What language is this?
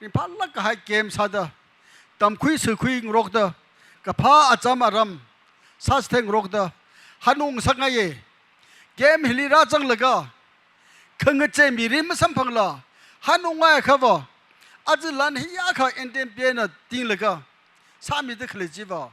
Tangkhul Naga (India)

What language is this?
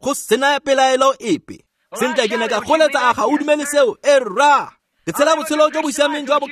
Tswana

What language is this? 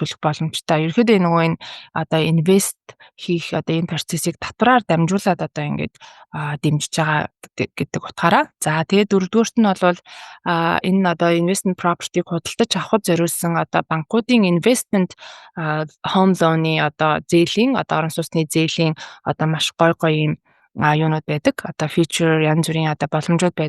Mongolian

